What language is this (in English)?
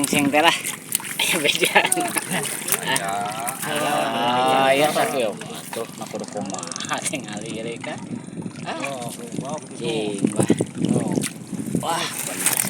Sundanese